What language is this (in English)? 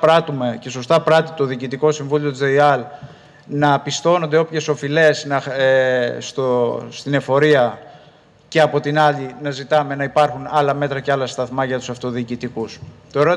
Greek